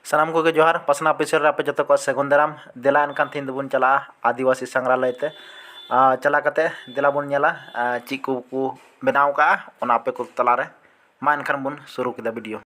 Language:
Santali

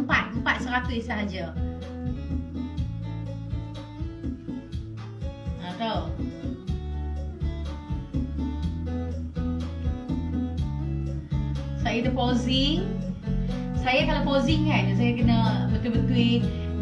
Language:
Malay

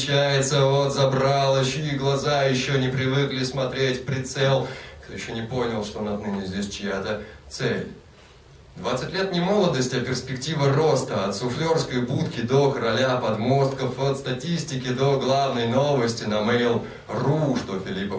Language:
Russian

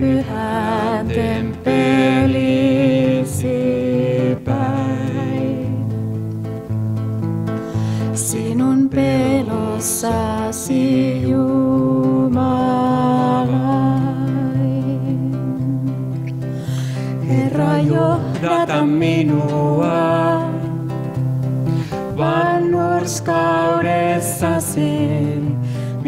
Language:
Finnish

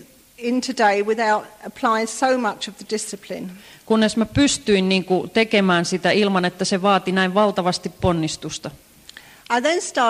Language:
Finnish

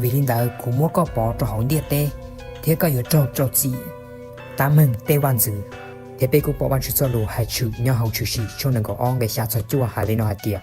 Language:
Hmong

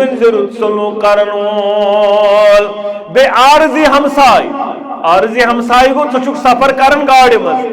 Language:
Kashmiri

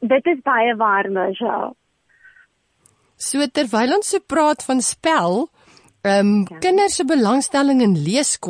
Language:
Afrikaans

